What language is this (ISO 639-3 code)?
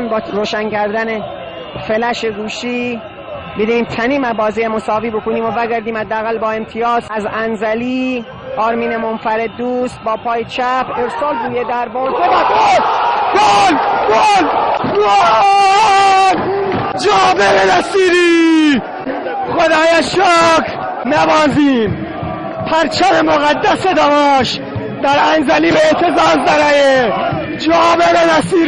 glk